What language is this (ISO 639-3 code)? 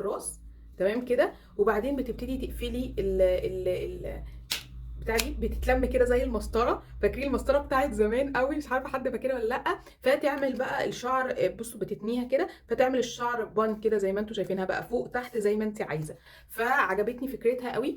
arz